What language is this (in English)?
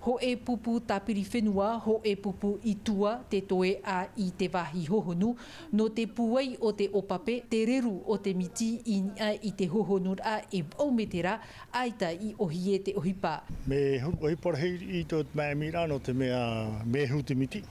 Tahitian